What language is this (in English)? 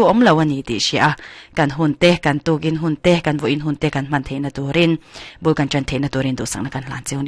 Mizo